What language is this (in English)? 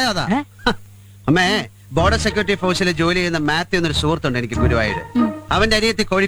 Malayalam